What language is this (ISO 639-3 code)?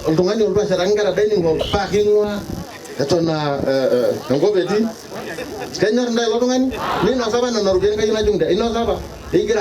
mas